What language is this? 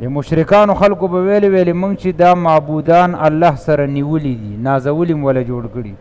Pashto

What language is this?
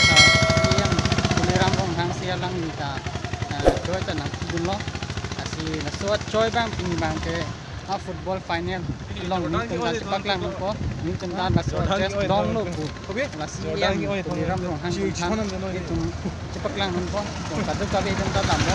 Karbi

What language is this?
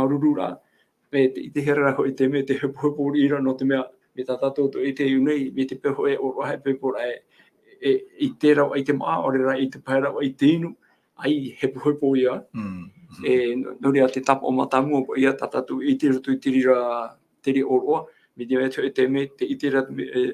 Tahitian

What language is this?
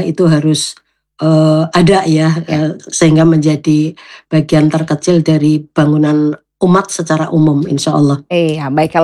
Indonesian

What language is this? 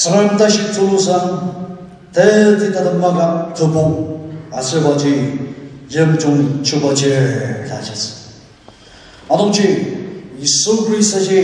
Ao Naga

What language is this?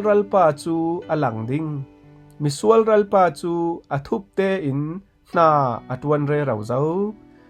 Falam Chin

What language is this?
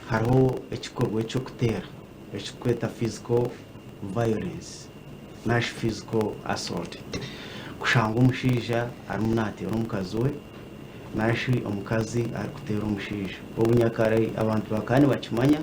Nyankole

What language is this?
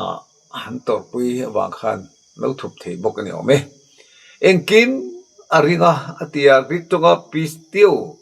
Mizo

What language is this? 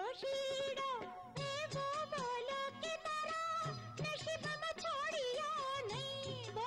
Gujarati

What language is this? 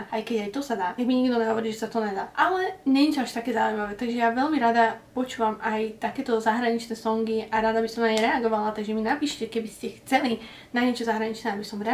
Slovak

